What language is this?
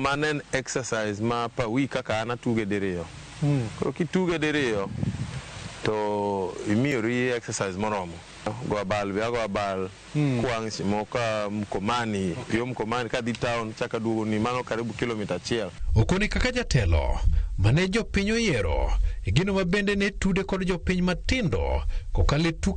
Luo (Kenya and Tanzania)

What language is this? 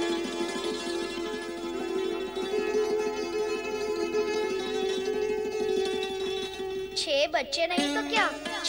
Hindi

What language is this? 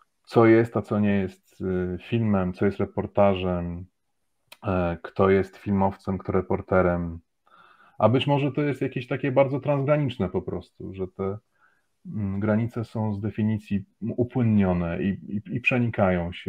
Polish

